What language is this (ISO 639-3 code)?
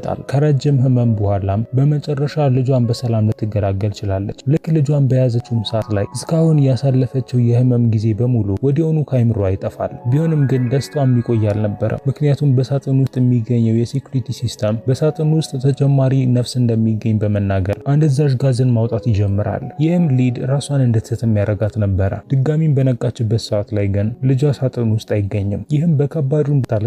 amh